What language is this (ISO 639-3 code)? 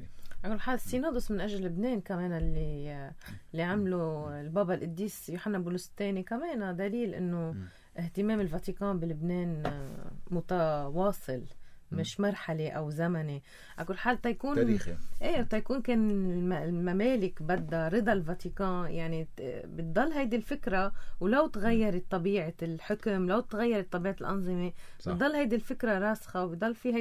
apc